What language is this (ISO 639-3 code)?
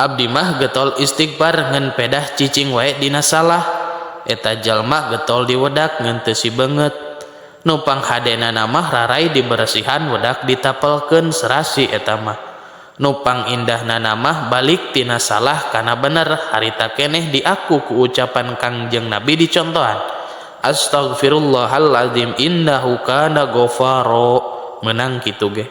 sun